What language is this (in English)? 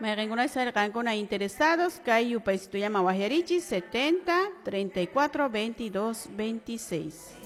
Quechua